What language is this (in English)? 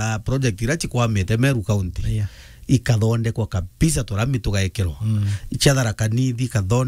Meru